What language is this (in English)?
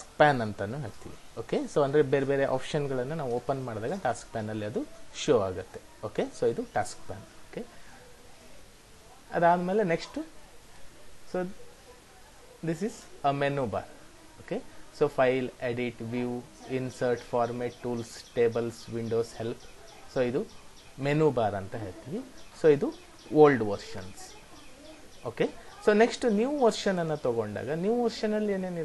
Kannada